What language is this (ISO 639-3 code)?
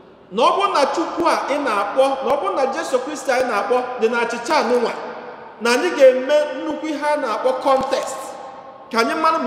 ibo